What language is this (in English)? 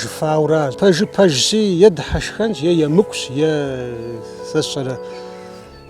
Kabardian